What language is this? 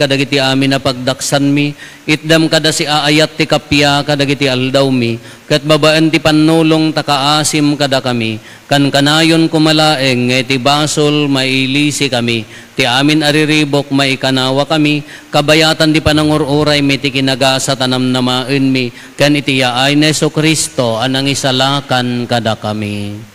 Iloko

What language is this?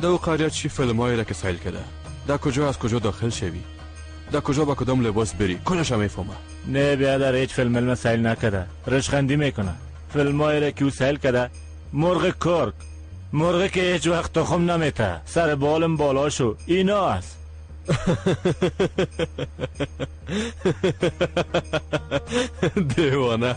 Persian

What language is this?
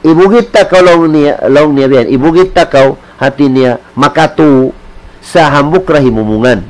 Tausug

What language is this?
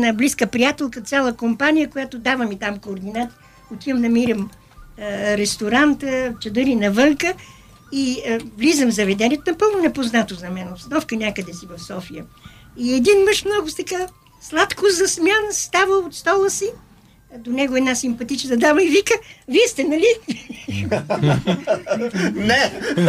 Bulgarian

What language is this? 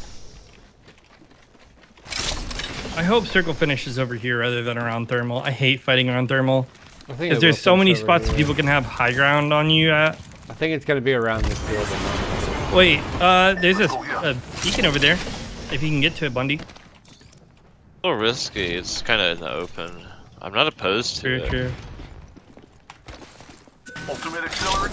English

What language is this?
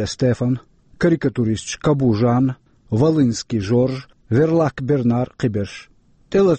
Chechen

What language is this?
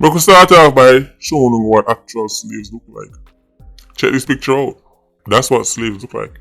Jamaican Creole English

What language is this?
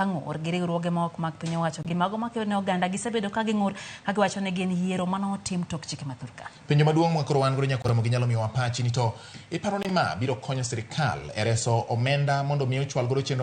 Luo (Kenya and Tanzania)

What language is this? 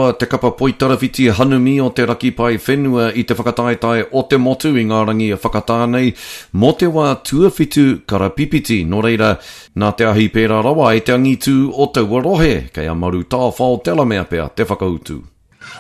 Māori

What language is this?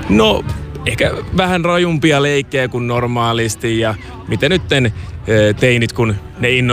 Finnish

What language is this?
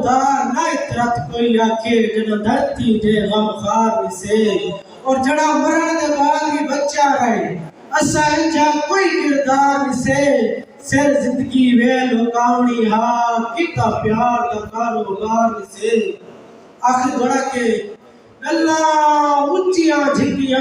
Saraiki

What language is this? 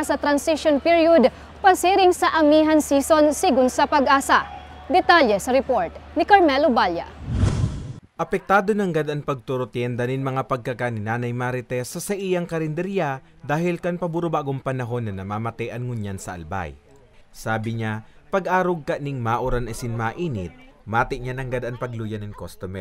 Bikol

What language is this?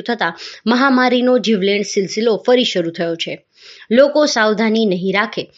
Gujarati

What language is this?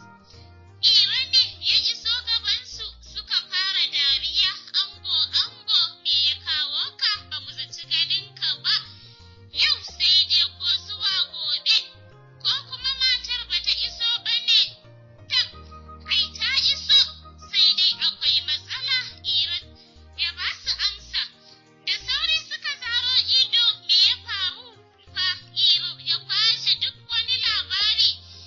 Hausa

